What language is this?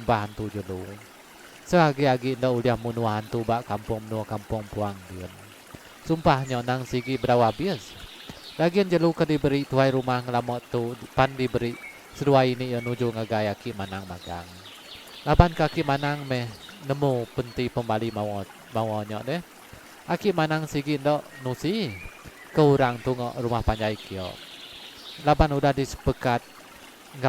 Iban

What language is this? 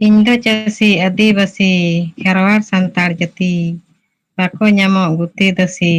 Santali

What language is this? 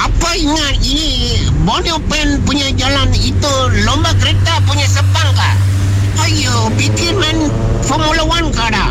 Iban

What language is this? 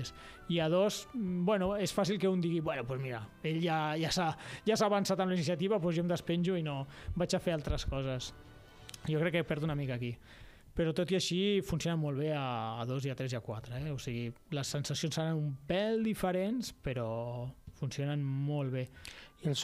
Catalan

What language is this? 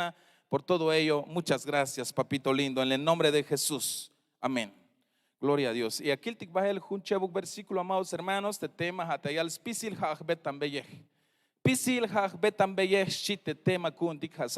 Tzeltal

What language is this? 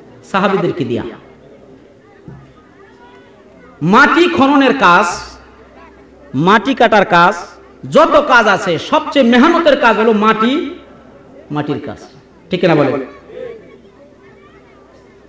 Bangla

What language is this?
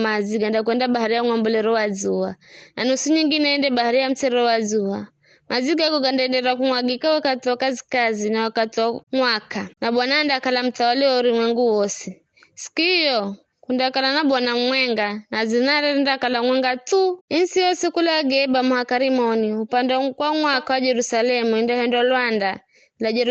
Giryama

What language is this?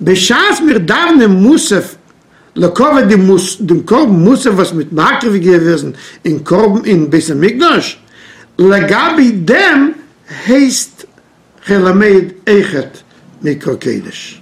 Yiddish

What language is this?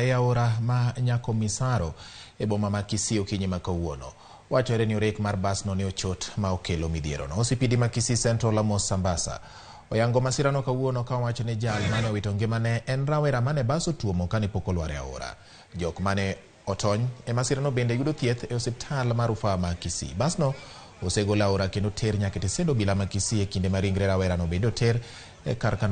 Luo (Kenya and Tanzania)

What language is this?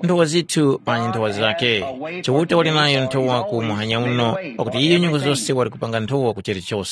Tumbuka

